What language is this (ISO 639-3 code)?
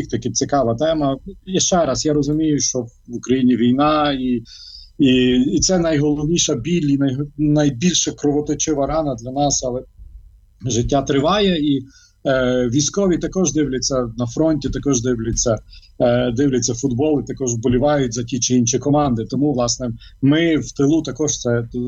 ukr